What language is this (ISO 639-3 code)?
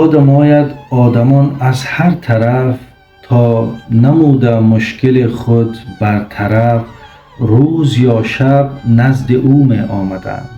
tgk